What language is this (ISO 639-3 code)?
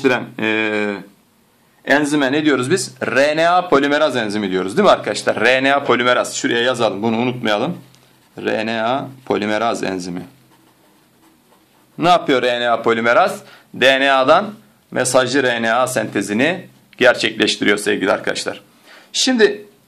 tur